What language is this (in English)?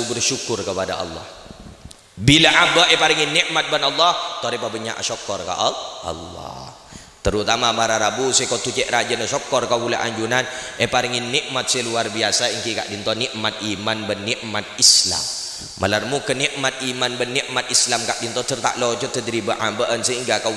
Madurese